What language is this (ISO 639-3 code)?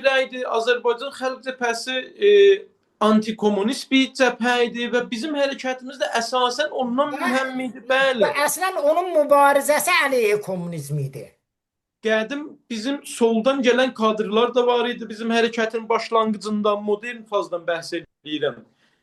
aze